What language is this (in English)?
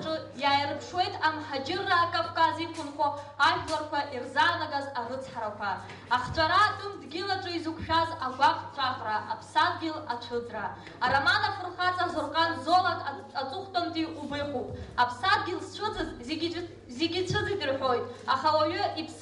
Abkhazian